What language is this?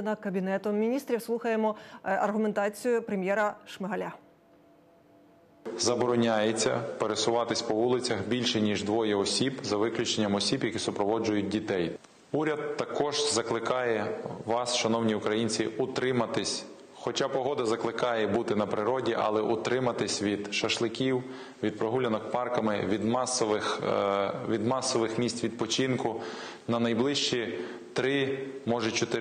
Ukrainian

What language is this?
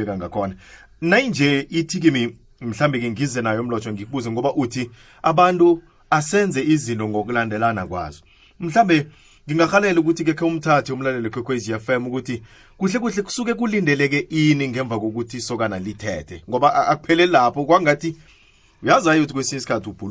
South Ndebele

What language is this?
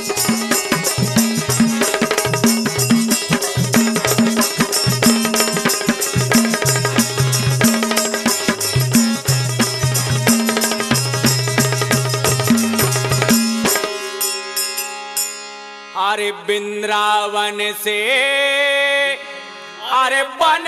Bundeli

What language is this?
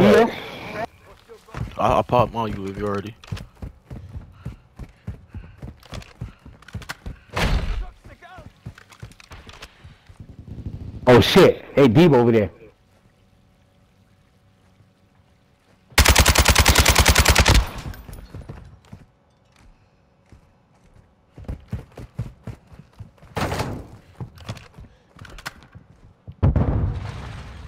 English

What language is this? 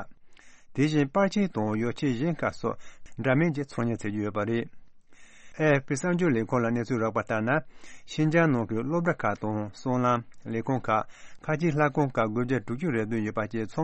Tibetan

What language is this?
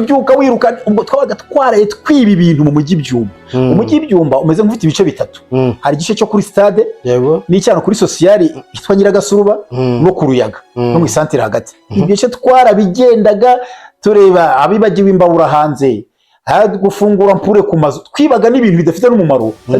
Kinyarwanda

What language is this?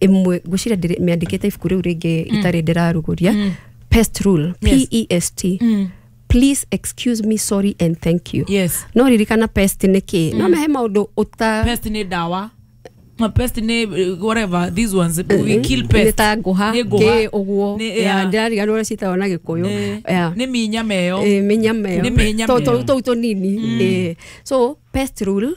Kikuyu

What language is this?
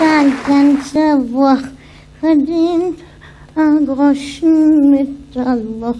Yiddish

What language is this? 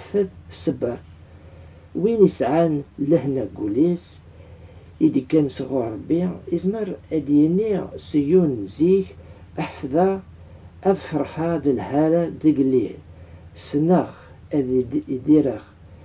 Kabyle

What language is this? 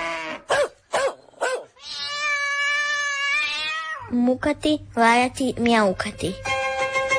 Croatian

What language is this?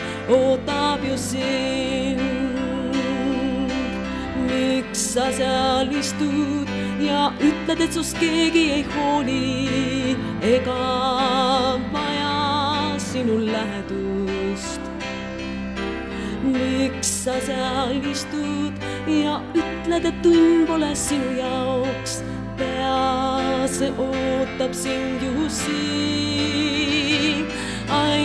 Estonian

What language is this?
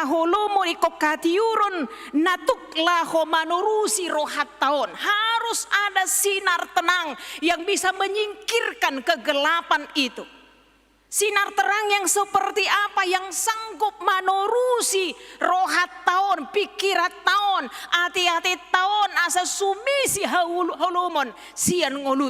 Batak Toba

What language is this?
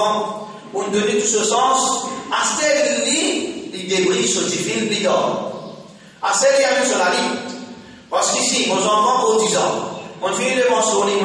Morisyen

